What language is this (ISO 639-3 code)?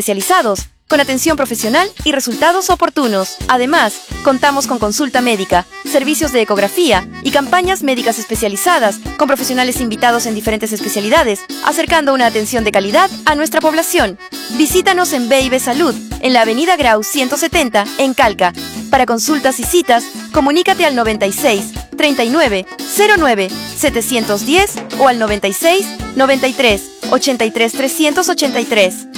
spa